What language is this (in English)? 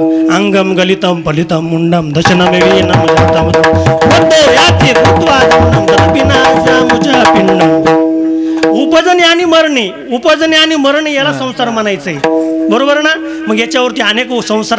Marathi